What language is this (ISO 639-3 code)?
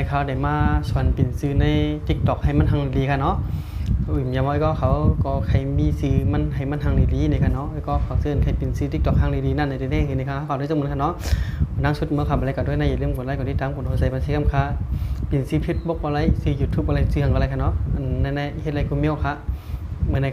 shn